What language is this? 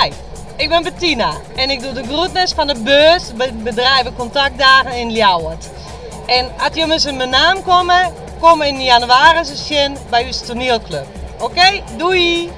Western Frisian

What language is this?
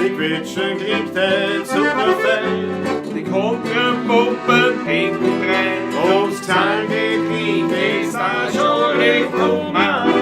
Bavarian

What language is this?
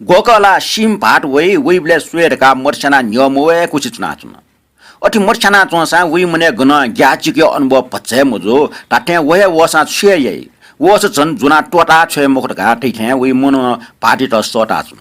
Newari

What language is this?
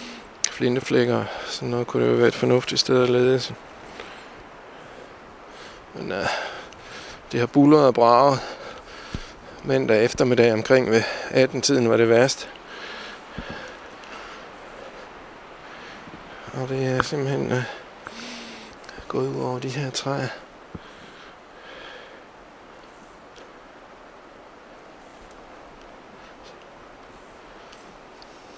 Danish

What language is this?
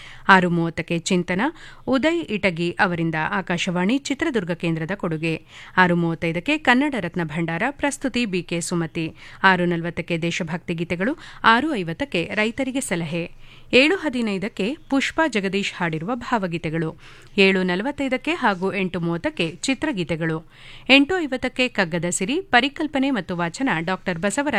Kannada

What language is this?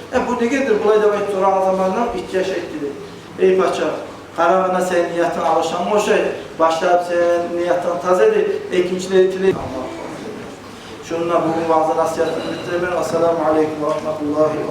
Kumyk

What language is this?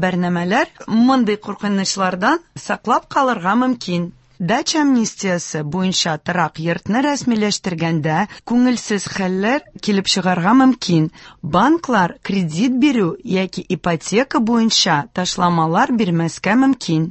Tatar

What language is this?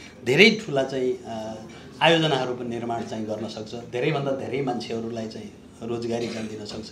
Nepali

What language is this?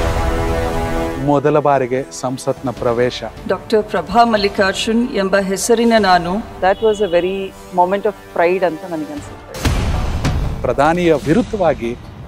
Kannada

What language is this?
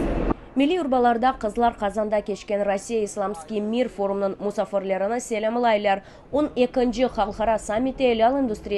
Crimean Tatar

